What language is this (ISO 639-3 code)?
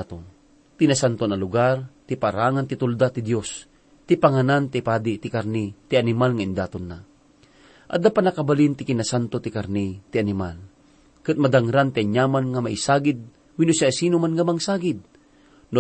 ilo